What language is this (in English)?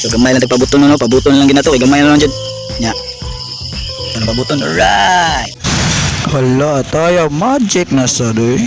Cebuano